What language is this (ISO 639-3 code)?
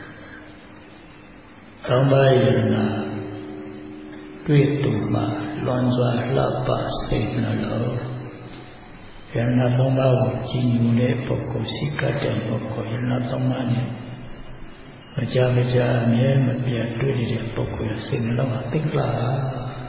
mya